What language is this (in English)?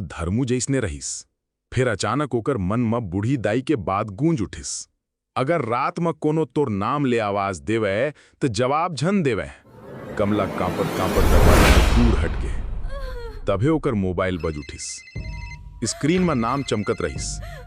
Chhattisgarhi